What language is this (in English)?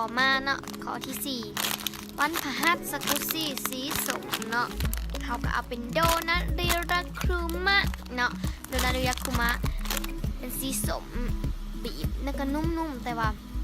Lao